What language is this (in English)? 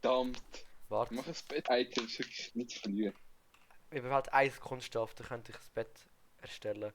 Swiss German